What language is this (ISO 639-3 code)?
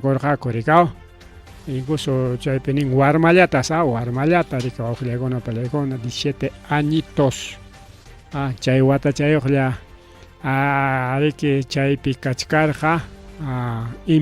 quy